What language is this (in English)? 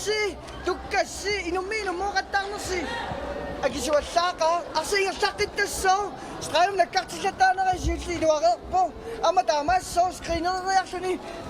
Kalaallisut